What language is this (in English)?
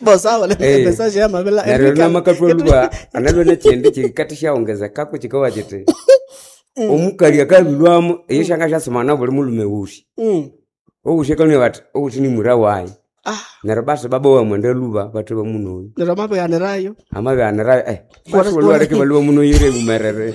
Nande